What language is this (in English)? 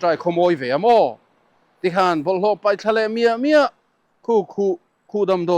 Mizo